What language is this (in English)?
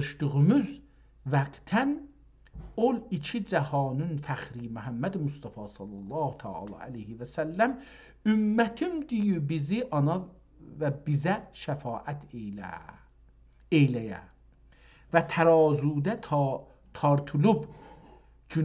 South Azerbaijani